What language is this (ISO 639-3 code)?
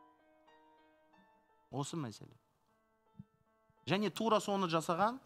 kaz